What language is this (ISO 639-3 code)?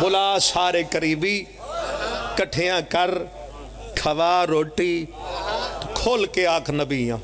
phr